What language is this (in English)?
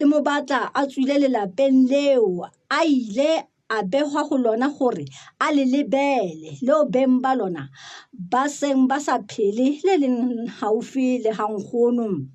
Southern Sotho